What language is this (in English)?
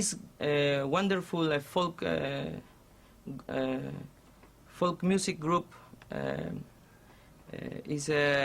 Huamalíes-Dos de Mayo Huánuco Quechua